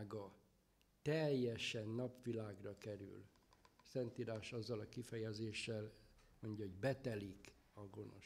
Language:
Hungarian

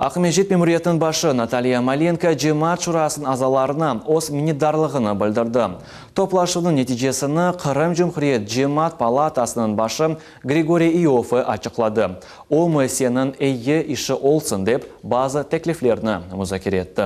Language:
Crimean Tatar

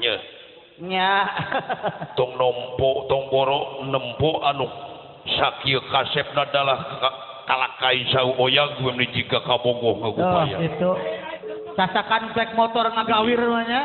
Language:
Sundanese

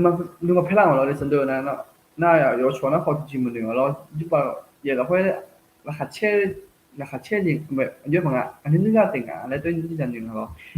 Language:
Akha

